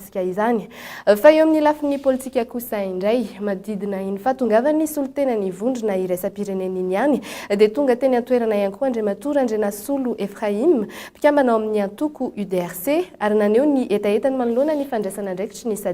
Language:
Malagasy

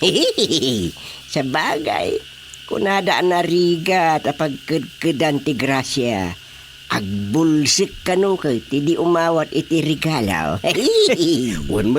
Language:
Iloko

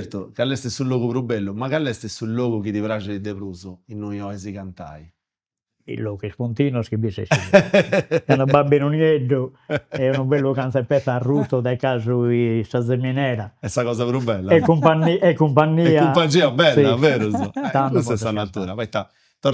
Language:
Sardinian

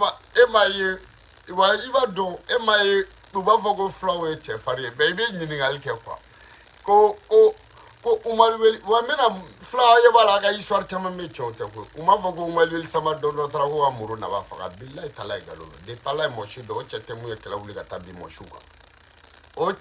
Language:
Bambara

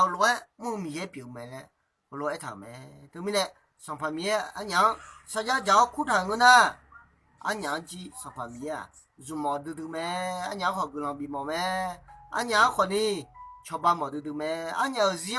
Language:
Akha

